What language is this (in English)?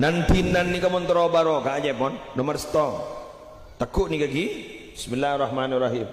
Madurese